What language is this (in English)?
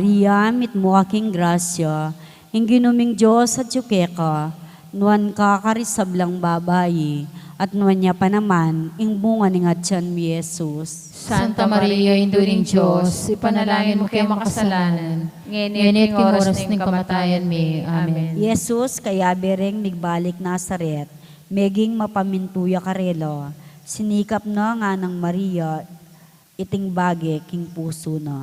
Pampanga